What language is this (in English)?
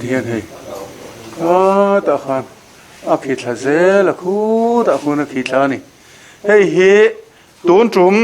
Mizo